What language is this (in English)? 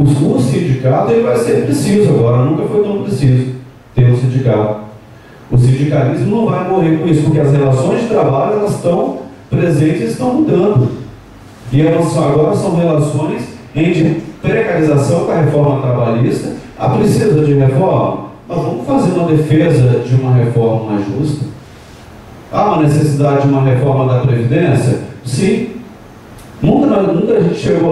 Portuguese